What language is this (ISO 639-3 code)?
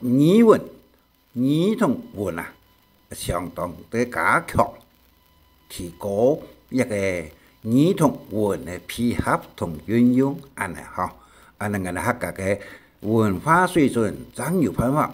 hak